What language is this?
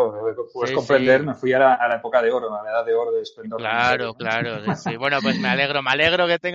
Spanish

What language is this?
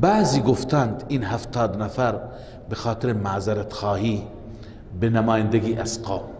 Persian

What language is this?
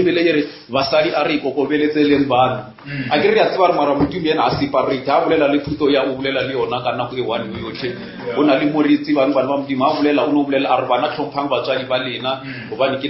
Northern Sotho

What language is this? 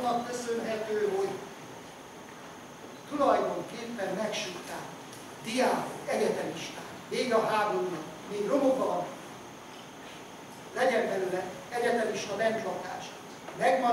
Hungarian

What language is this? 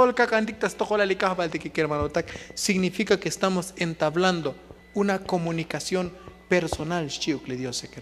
Tzotzil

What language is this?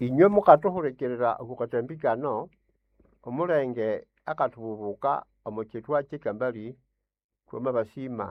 Nande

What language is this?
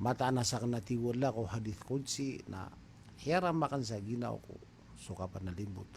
Maranao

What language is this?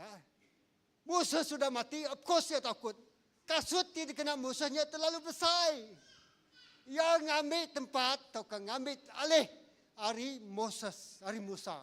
Iban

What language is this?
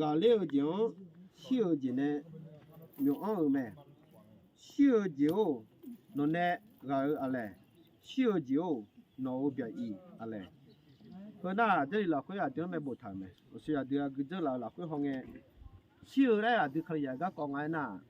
Akha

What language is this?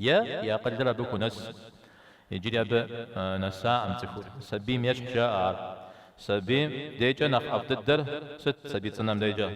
Kabardian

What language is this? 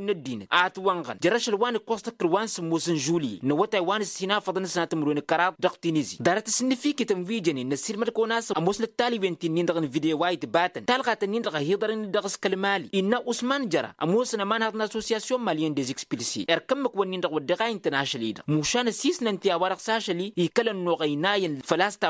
Tamasheq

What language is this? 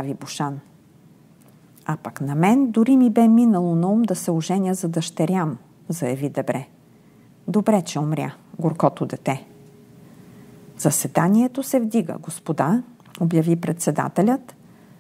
Bulgarian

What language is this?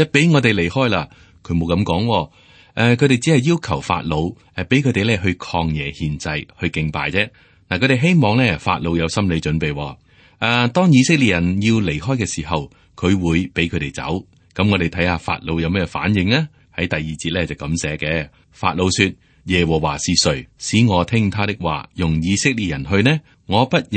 Cantonese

